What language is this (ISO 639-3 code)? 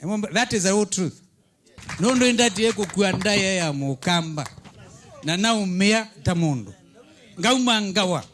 kam